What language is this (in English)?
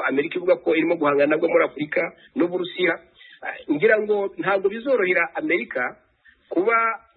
Kinyarwanda